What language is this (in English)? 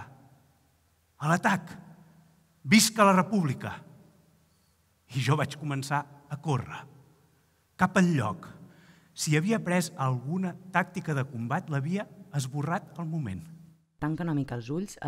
Catalan